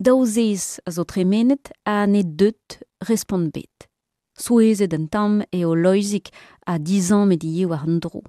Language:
Breton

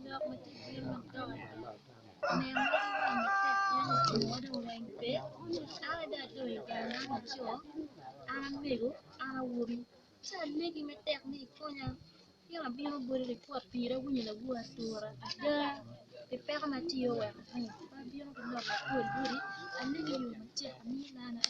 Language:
Acoli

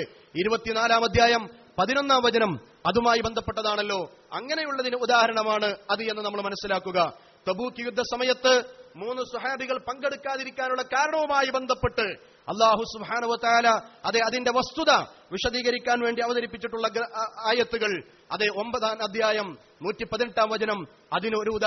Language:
Malayalam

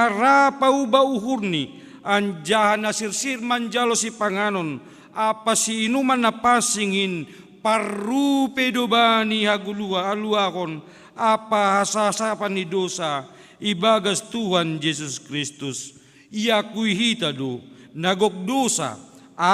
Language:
Batak Simalungun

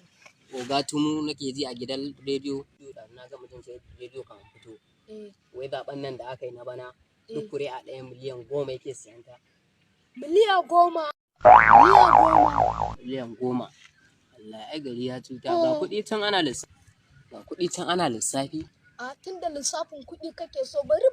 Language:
Hausa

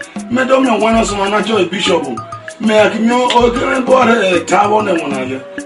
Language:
Esan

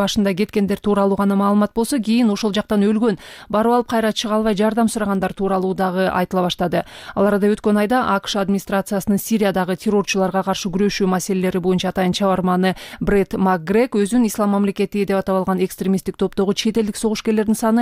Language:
Kyrgyz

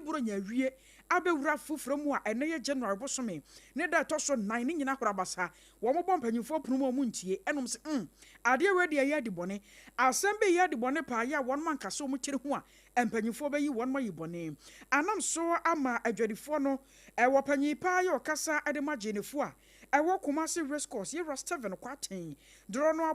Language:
Akan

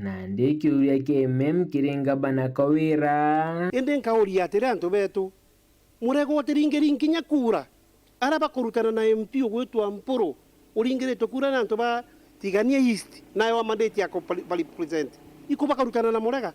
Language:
Meru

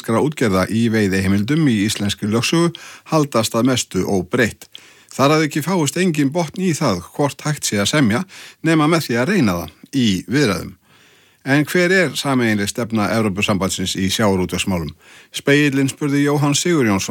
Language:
Icelandic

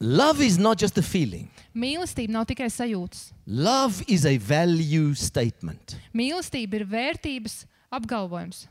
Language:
Latvian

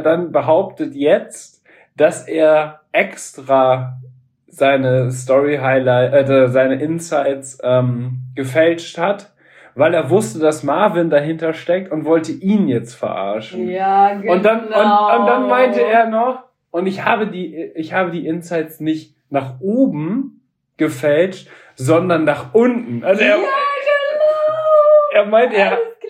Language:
German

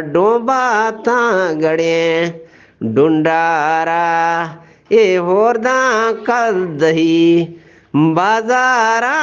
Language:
Eastern Balochi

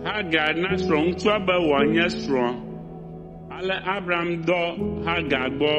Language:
Ewe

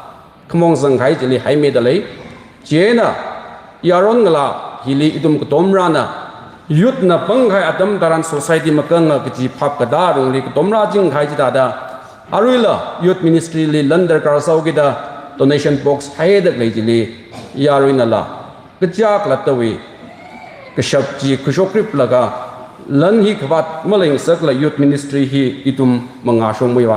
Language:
Tangkhul Naga (India)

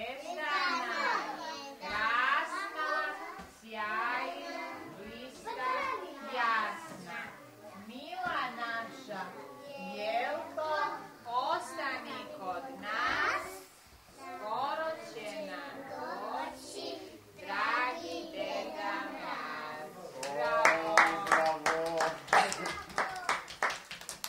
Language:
Serbian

